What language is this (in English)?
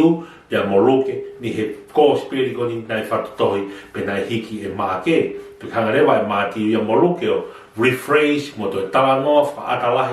Tongan